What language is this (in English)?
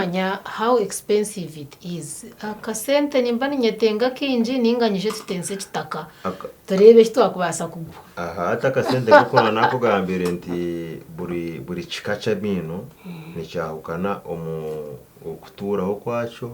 Nyankole